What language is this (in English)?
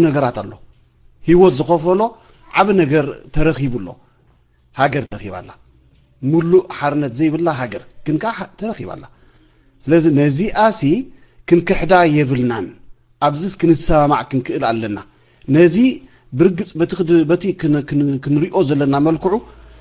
Tigrinya